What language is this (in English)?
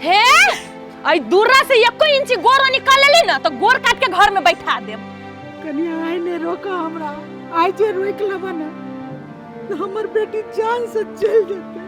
Maithili